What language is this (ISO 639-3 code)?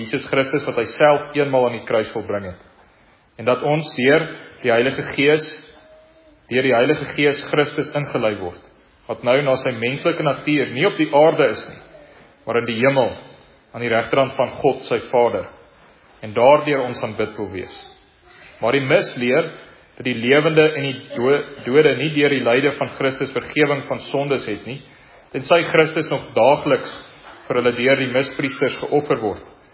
afr